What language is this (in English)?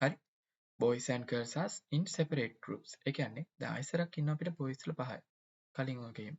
Sinhala